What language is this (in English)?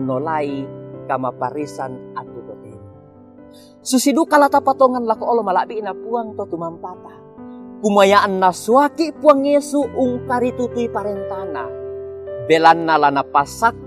Toraja-Sa'dan